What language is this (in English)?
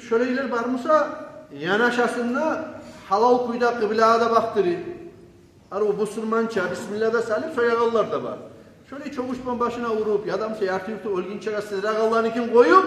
Kumyk